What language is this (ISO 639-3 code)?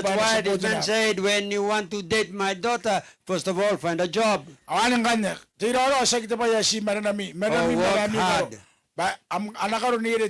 gil